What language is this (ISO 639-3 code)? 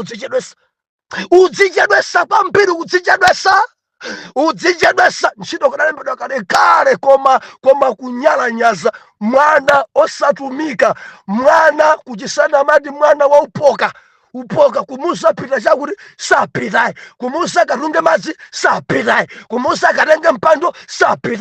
nya